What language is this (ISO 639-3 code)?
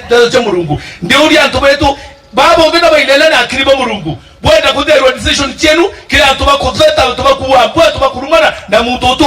mer